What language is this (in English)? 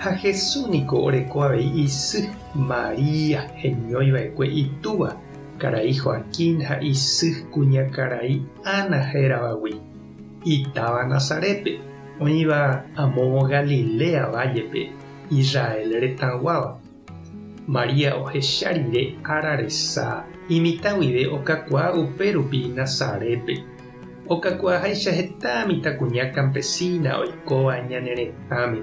Guarani